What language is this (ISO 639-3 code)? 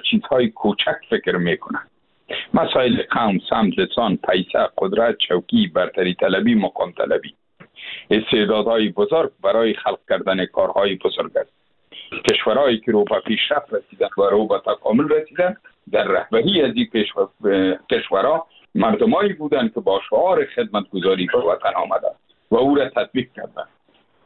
fas